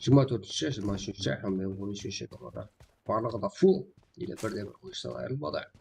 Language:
Kara-Kalpak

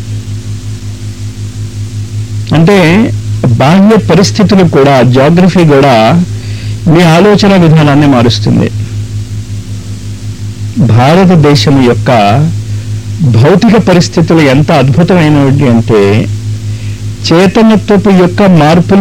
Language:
Telugu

